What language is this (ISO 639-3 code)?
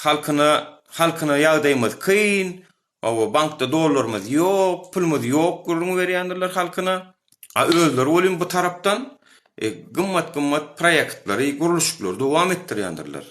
tuk